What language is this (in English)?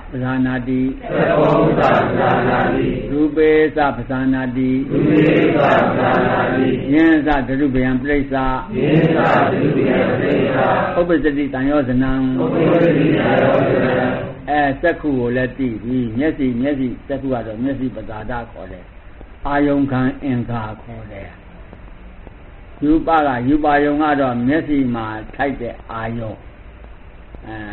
Burmese